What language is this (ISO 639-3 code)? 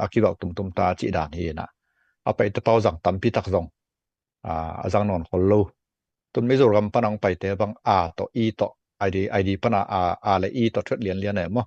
ctd